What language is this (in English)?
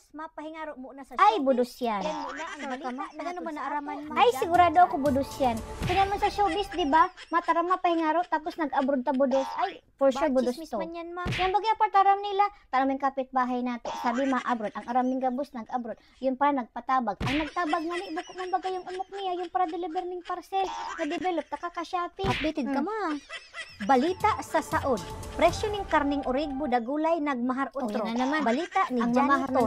Bikol